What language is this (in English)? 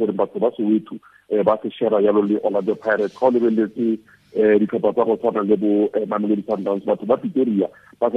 Tswana